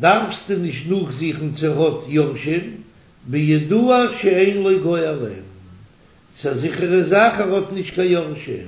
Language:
Yiddish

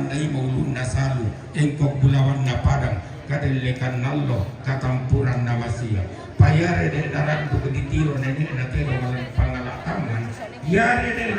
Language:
Toraja-Sa'dan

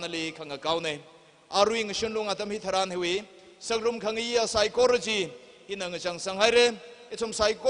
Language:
Tangkhul Naga (India)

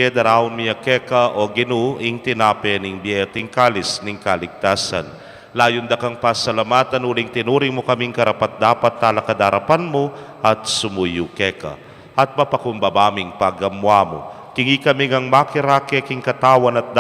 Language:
Pampanga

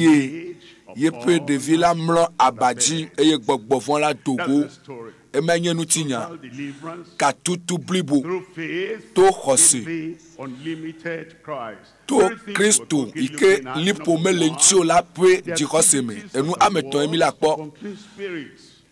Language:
Ewe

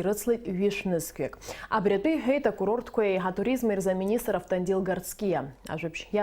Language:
Abkhazian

